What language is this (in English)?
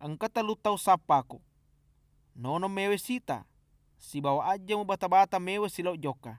Buginese